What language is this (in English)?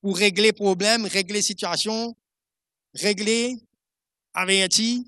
Morisyen